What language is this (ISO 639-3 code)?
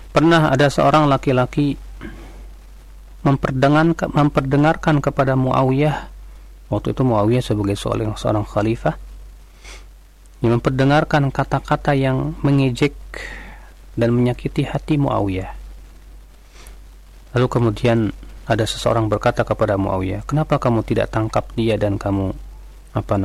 ind